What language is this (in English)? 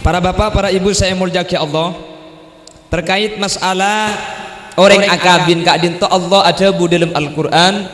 Madurese